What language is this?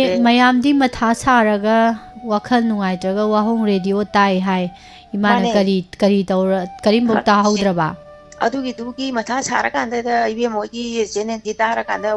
Manipuri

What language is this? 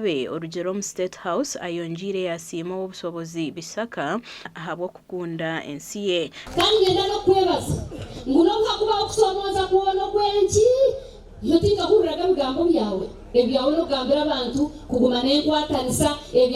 Nyankole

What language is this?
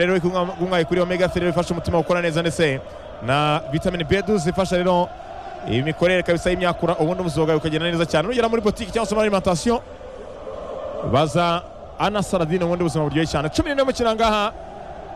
Kinyarwanda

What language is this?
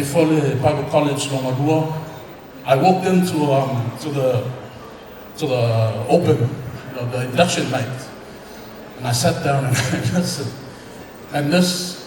Samoan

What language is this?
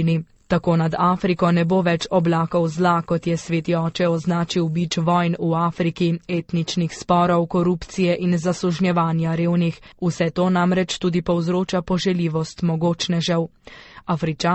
Slovenian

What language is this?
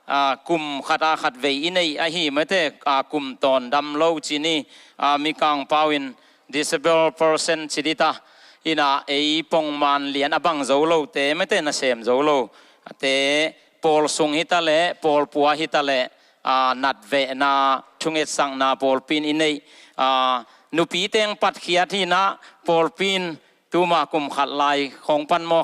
Tedim Chin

